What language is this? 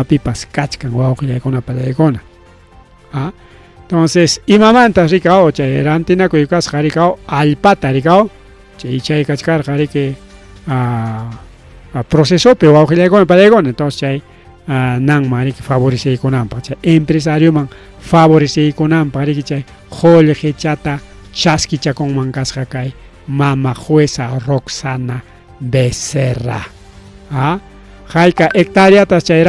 Ayacucho Quechua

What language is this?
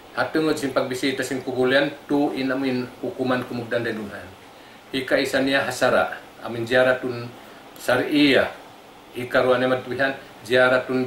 Tausug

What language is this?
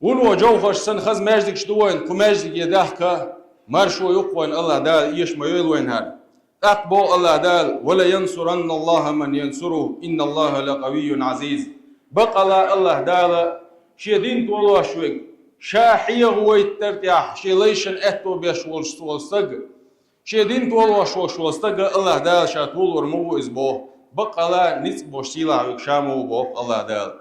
Chechen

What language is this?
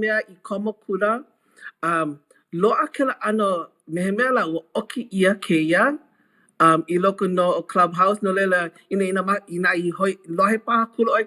Hawaiian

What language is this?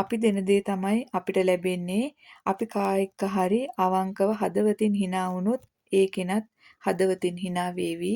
Sinhala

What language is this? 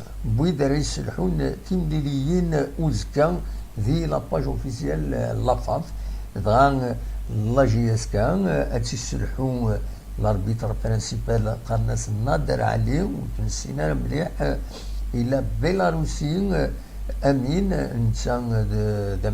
Kabyle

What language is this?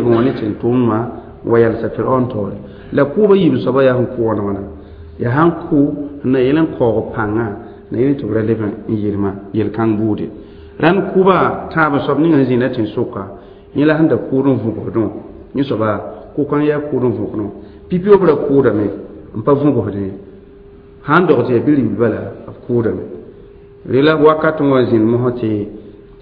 Mossi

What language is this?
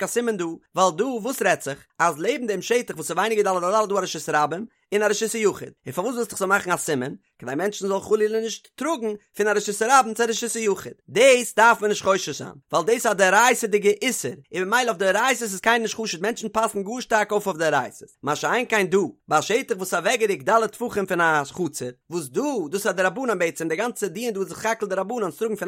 Yiddish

